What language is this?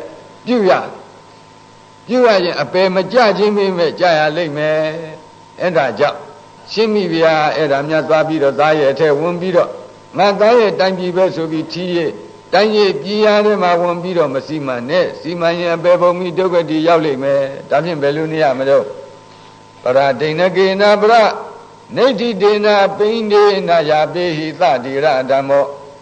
Burmese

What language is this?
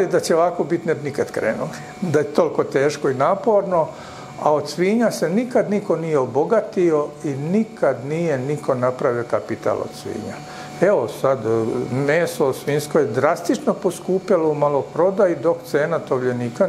Serbian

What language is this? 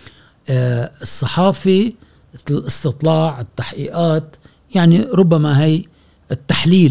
Gulf Arabic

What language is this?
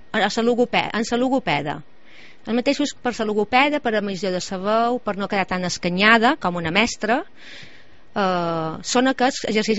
Catalan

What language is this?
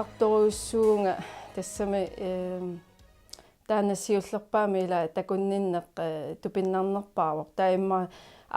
Kalaallisut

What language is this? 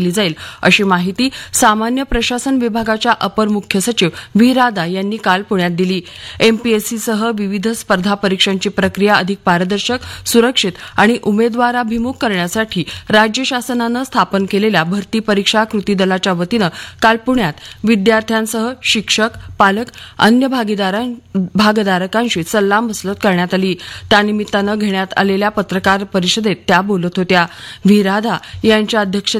Marathi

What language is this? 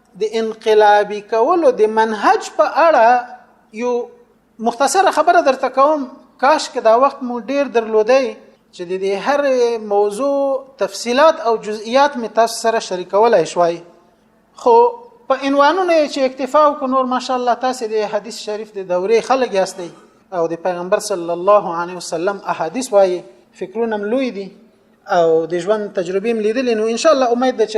Pashto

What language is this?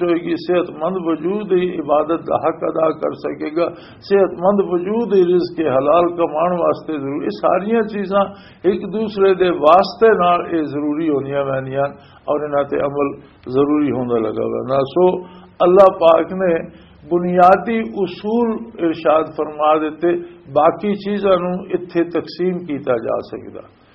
Western Panjabi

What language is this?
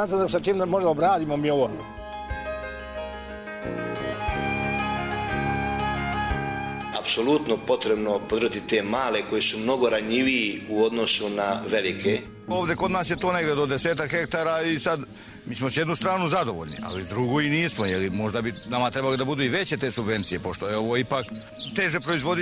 Serbian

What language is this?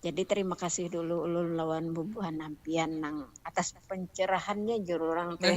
Banjar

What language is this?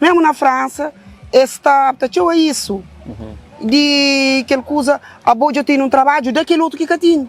Kabuverdianu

